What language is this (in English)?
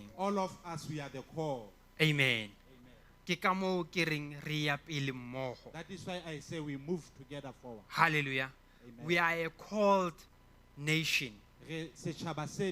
Southern Sotho